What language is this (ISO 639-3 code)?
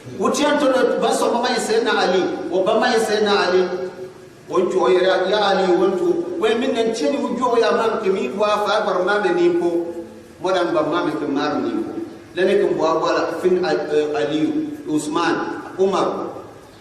gux